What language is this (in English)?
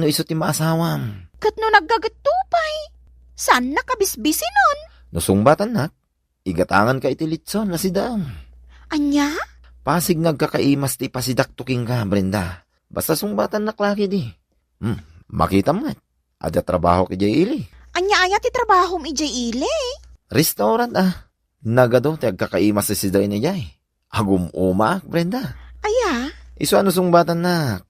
Iloko